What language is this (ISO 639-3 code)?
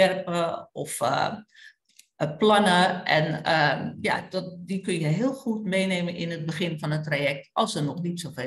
nld